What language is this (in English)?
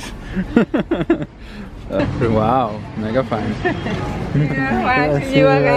Swiss German